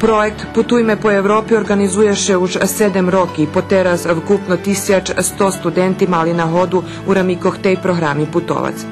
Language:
Rusyn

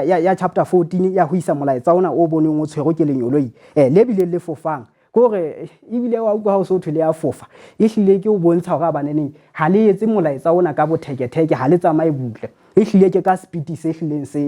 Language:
Southern Sotho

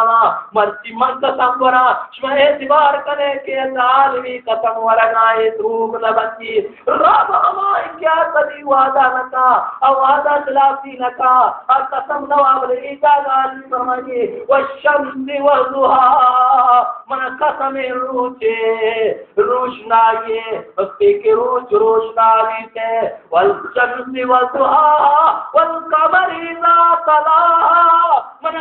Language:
Baluchi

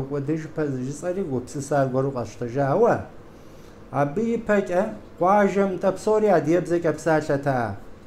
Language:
Kabardian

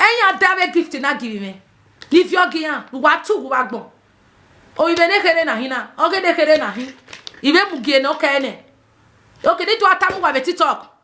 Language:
Nigerian Pidgin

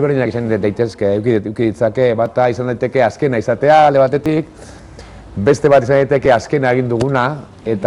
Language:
Basque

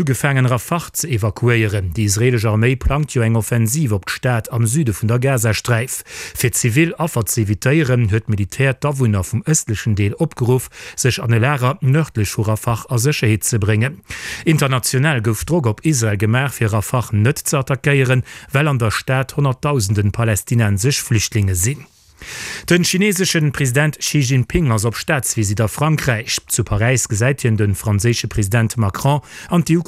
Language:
Luxembourgish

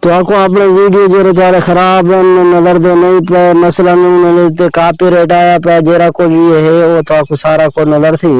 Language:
Saraiki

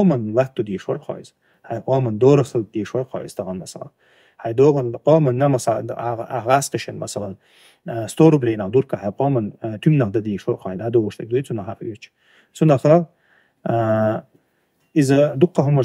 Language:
Chechen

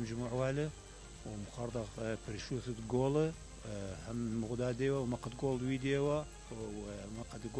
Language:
Mesopotamian Arabic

